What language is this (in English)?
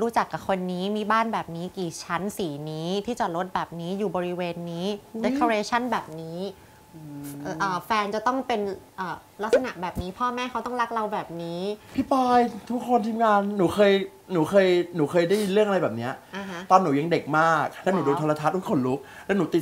Thai